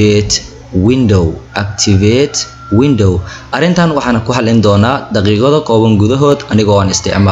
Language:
Somali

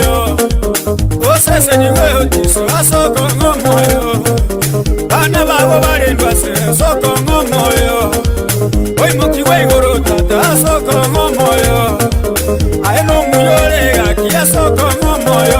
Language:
Gusii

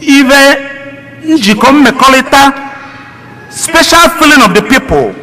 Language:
Igbo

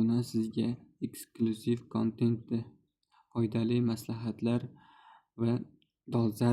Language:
Uzbek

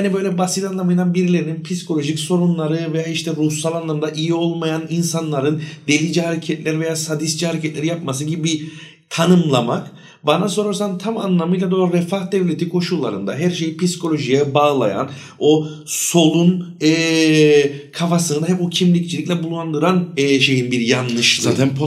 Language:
Turkish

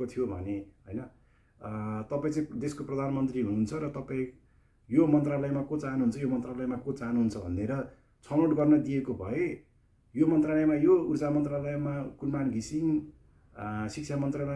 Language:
Nepali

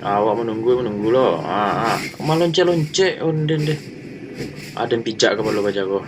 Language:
Minangkabau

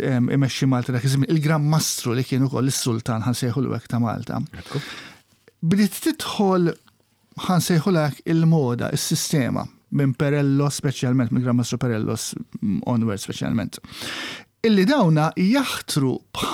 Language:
Maltese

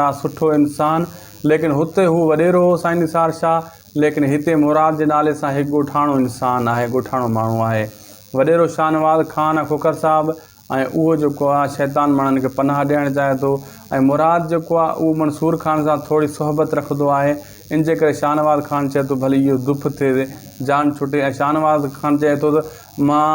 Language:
Sindhi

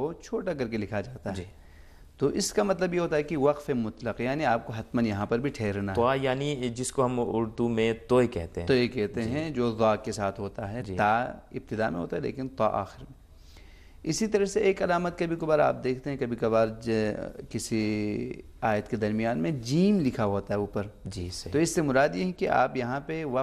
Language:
Urdu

